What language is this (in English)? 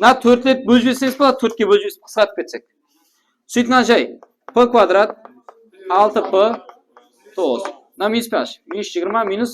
Kara-Kalpak